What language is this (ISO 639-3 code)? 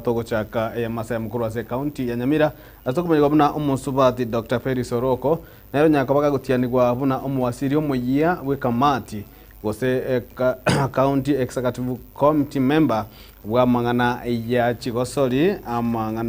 guz